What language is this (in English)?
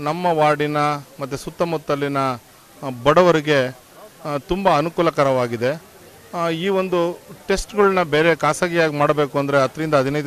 Kannada